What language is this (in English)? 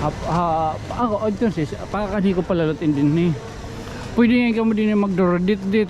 Waray